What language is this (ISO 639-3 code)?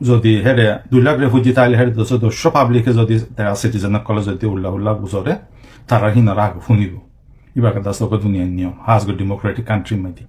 rhg